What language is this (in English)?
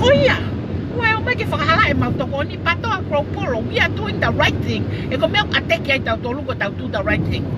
Tongan